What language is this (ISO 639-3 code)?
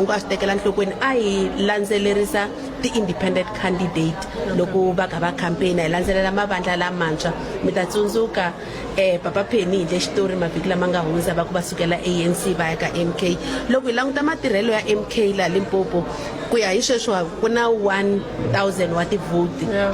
tso